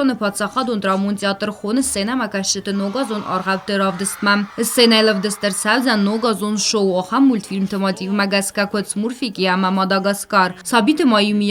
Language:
Ossetic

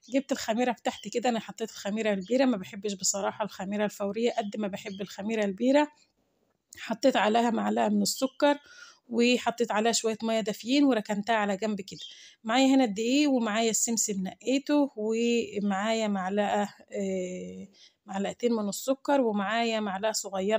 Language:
Egyptian Arabic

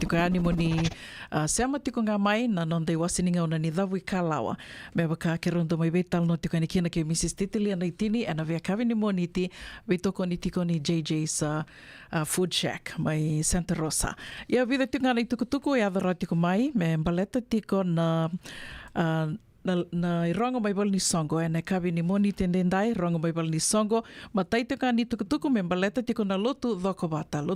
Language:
Fijian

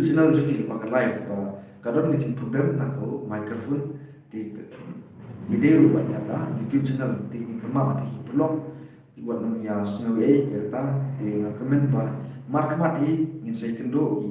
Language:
Khasi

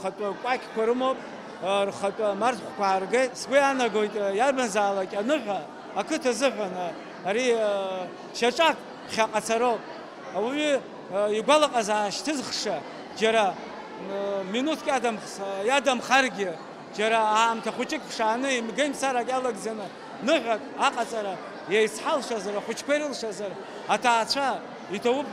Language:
Abkhazian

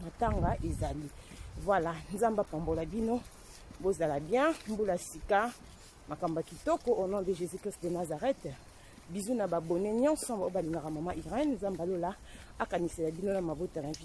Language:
Lingala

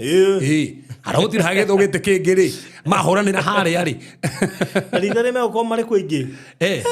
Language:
Kikuyu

